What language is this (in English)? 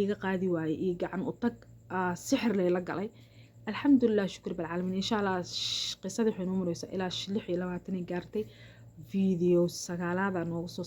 Somali